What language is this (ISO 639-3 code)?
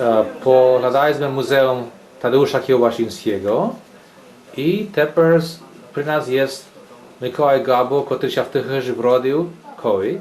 rue